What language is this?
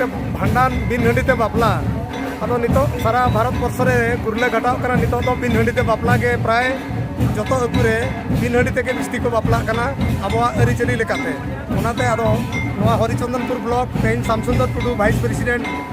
Santali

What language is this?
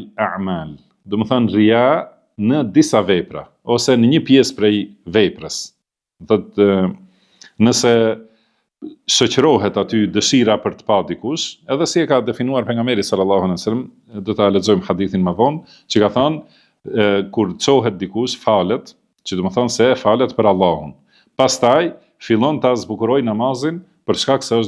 Albanian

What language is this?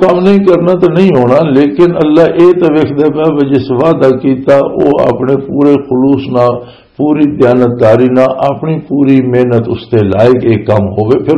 Western Panjabi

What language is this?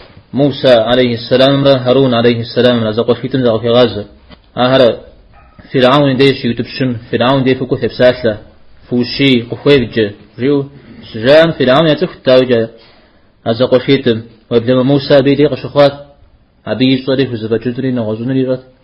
Kabardian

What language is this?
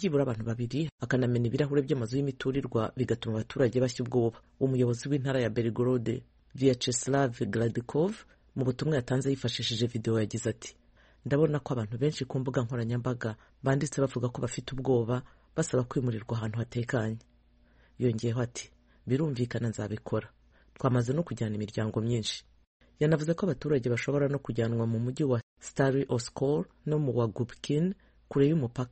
Kinyarwanda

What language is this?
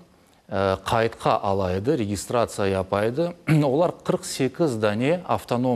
Crimean Tatar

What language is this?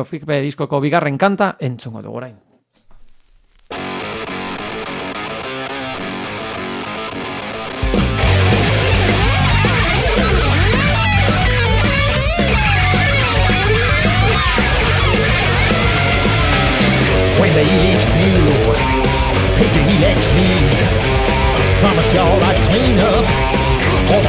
Basque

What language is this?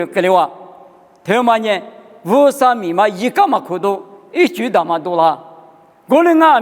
Lisu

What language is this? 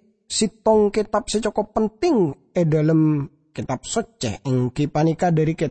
Madurese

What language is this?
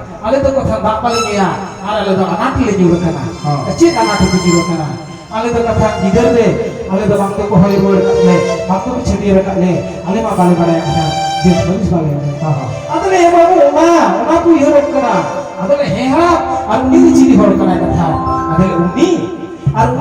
Santali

